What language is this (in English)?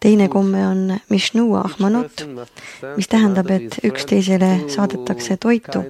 Estonian